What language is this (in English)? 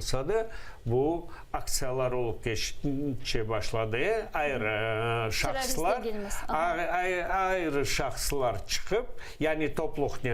Crimean Tatar